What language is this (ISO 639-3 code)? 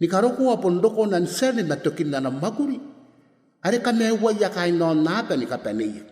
gil